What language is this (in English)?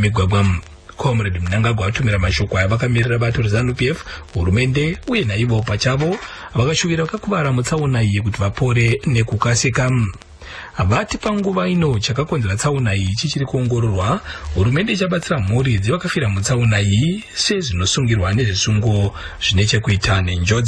Shona